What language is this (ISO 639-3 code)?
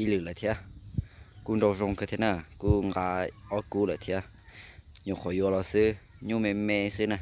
hmn